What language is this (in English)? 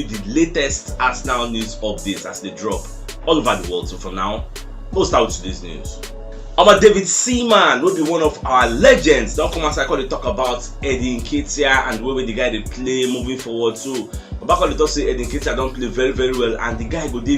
Nigerian Pidgin